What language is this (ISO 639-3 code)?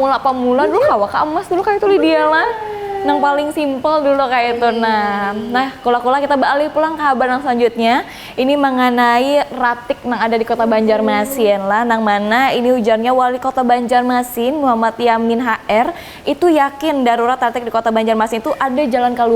bjn